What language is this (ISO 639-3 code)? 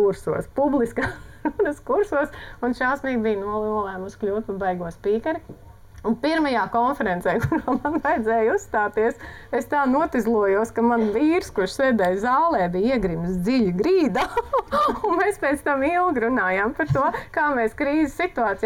lav